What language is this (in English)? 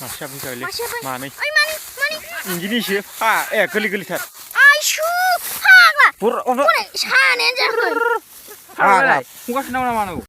Bodo